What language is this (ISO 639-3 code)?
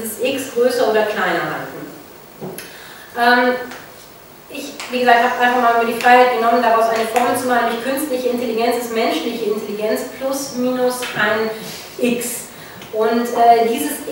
deu